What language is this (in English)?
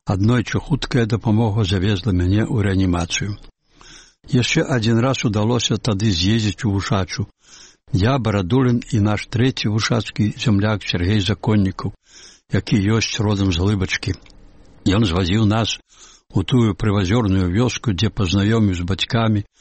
Belarusian